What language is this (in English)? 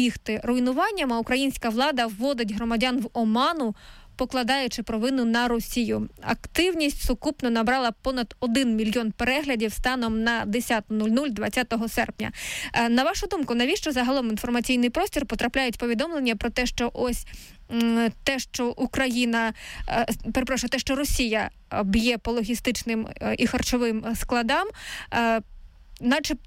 Ukrainian